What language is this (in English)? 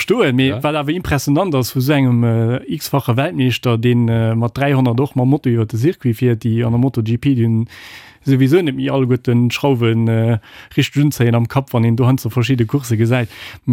Luxembourgish